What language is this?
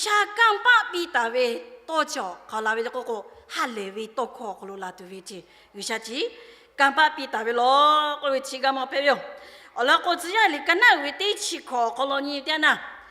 Lahu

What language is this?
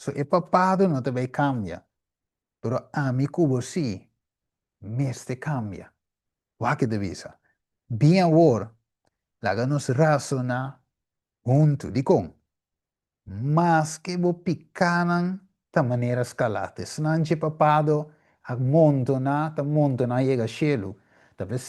Papiamento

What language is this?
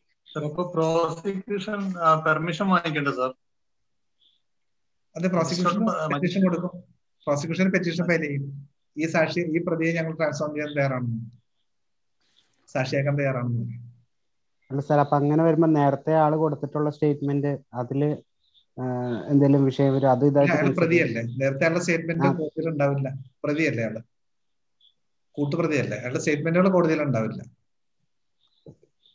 Malayalam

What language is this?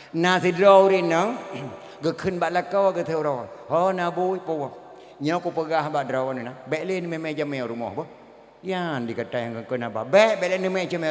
Achinese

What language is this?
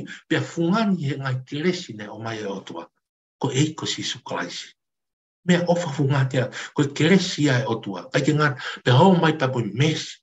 Tongan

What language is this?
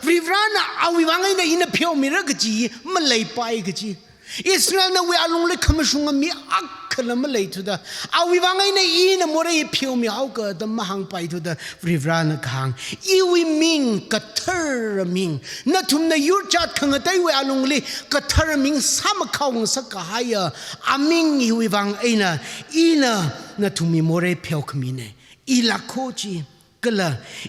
Tangkhul Naga (India)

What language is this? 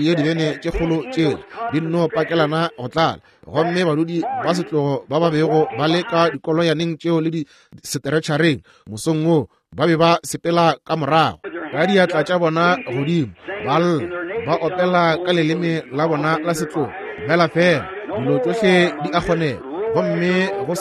Northern Sotho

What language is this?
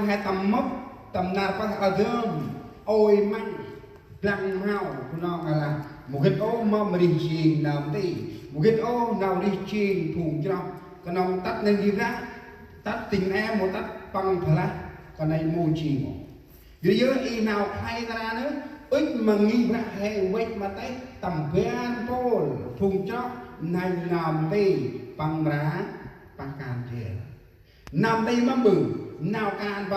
Central Mnong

